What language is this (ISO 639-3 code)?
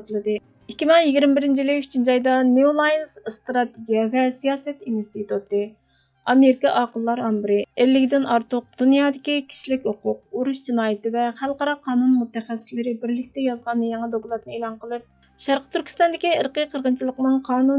uig